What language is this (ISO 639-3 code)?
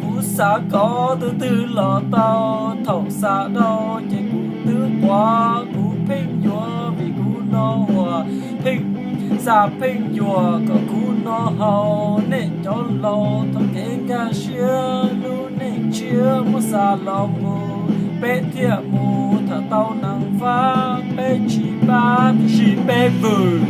hmn